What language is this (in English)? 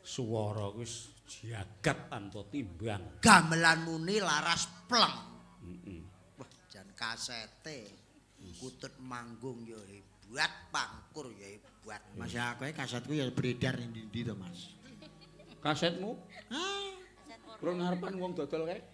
Javanese